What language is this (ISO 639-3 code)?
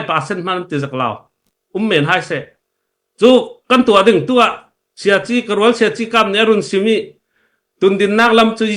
cfm